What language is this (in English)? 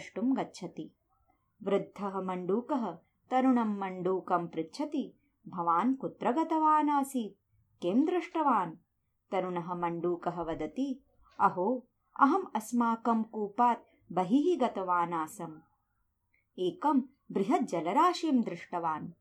Sanskrit